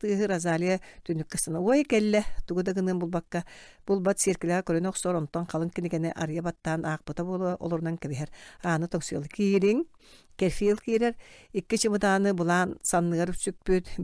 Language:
Yakut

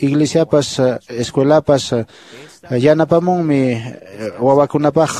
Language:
Quechua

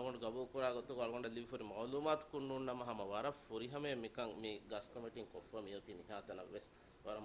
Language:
Divehi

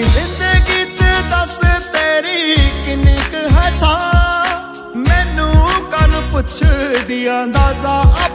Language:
Punjabi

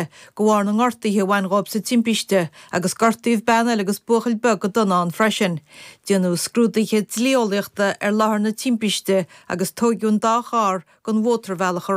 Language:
Irish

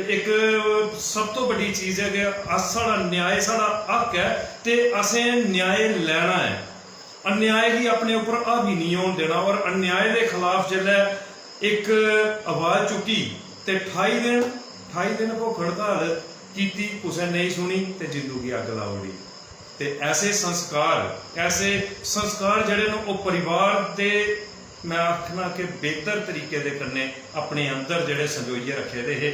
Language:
Dogri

